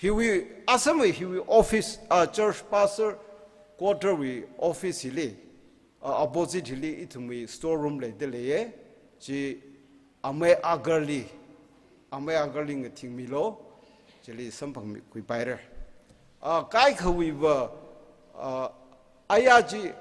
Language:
Tangkhul Naga (India)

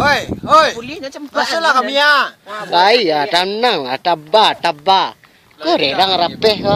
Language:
Minangkabau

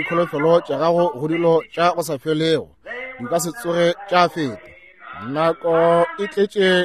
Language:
Northern Sotho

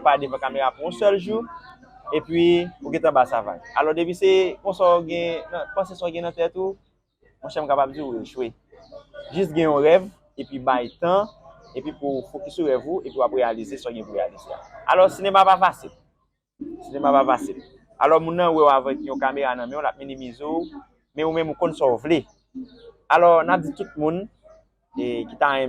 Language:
Haitian Creole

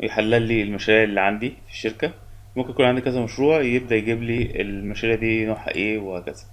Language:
Egyptian Arabic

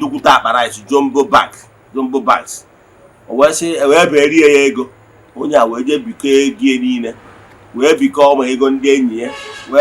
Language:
Igbo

